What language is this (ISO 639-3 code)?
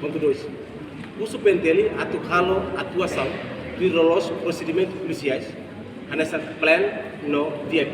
tet